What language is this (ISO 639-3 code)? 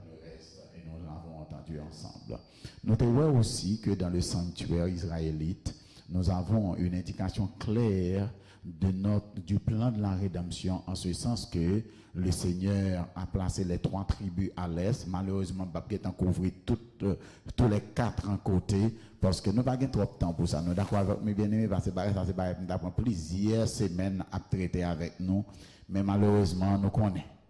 hat